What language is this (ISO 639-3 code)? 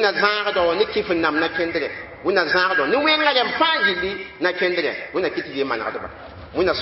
mos